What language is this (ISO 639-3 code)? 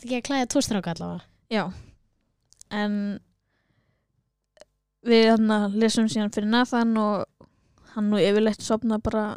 isl